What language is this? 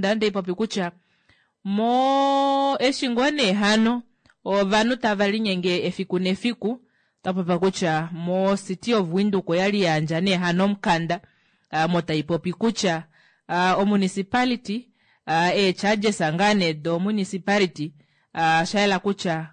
Kuanyama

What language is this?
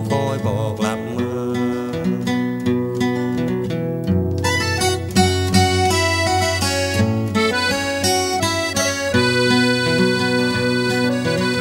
Thai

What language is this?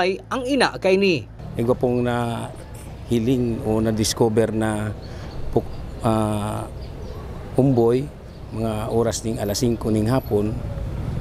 Bikol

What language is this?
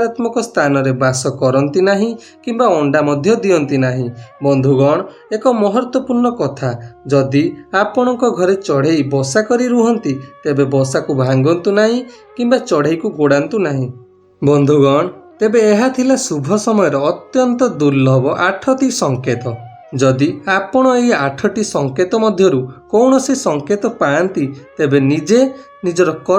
Odia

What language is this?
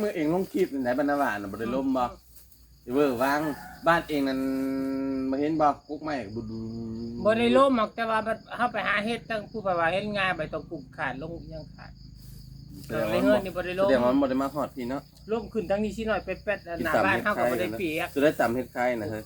Northeastern Thai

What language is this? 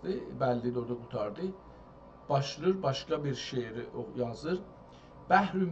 South Azerbaijani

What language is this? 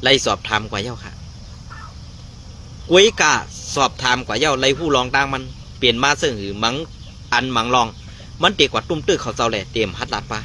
Shan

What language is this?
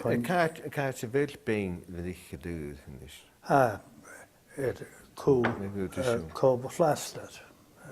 Scottish Gaelic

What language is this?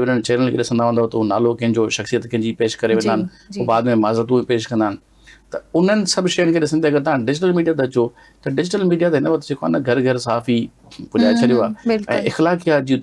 Sindhi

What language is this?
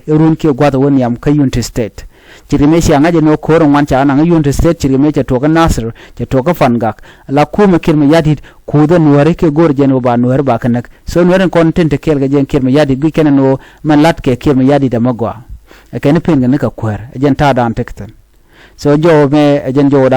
Nuer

